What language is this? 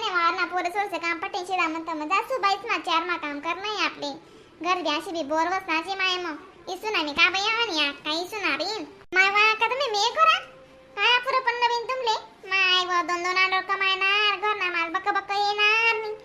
Khandesi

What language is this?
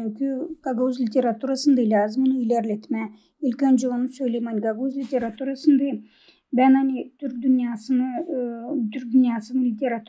Gagauz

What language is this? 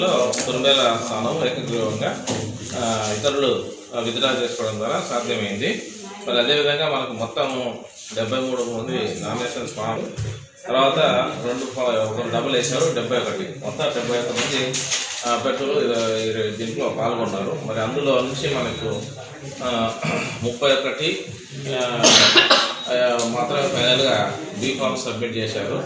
Telugu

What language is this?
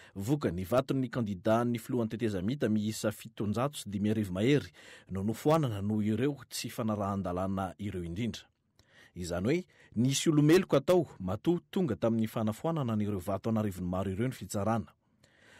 Malagasy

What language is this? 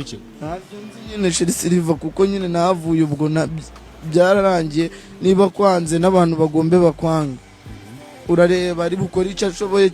Kinyarwanda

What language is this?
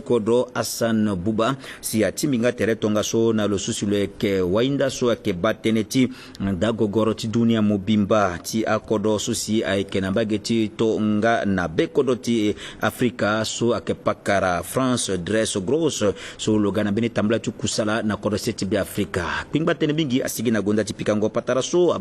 Sango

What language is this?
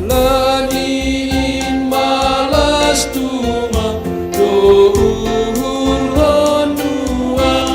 Batak Simalungun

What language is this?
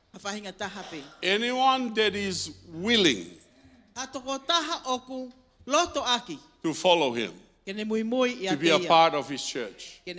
Tongan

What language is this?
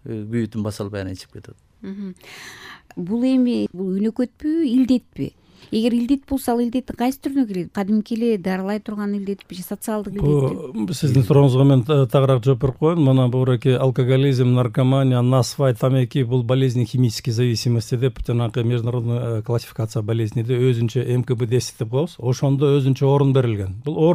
Kyrgyz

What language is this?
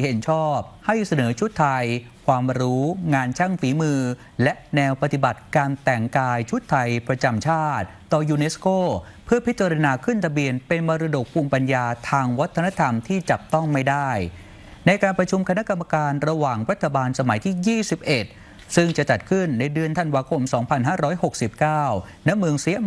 Thai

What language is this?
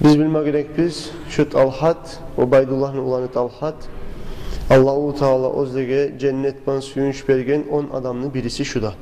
Kumyk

